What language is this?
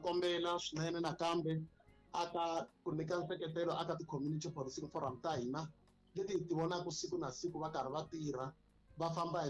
Tsonga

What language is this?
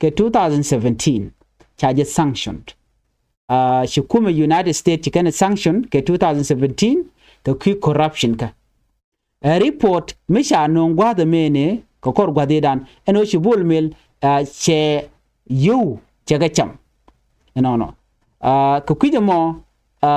Nuer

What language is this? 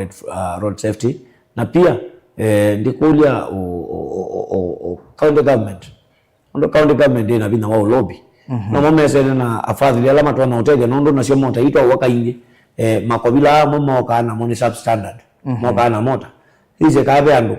Kamba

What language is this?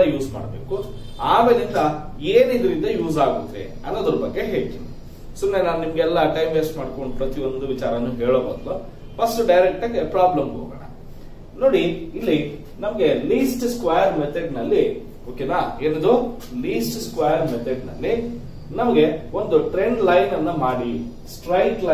Kannada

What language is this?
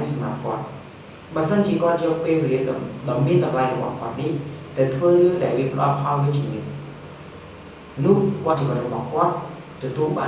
Khmer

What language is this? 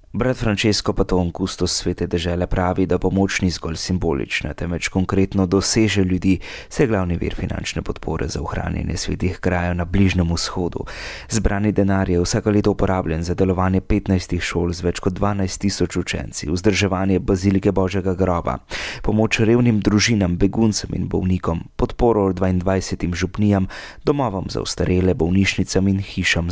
Slovenian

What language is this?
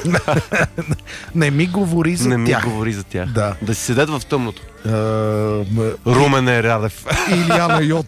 Bulgarian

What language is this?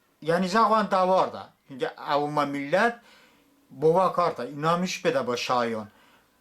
Talysh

